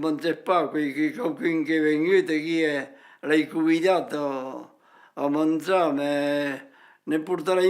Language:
Occitan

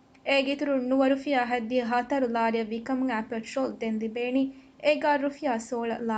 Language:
Divehi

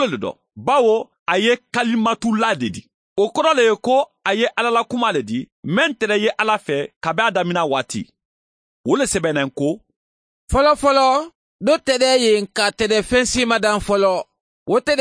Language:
Mandingo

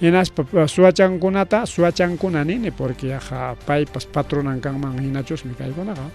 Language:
Ayacucho Quechua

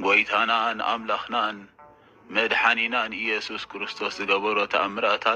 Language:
Tigrinya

